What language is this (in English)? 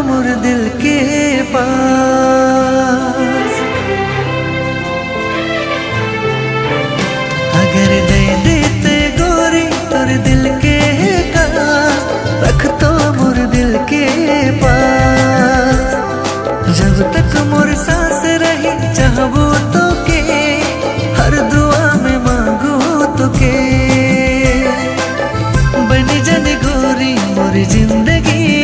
Sadri